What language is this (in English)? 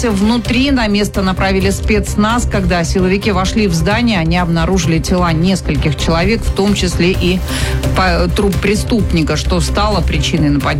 Russian